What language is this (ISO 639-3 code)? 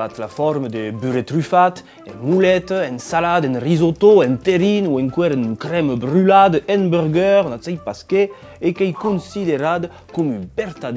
oci